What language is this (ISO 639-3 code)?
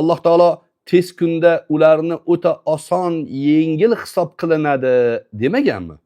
uzb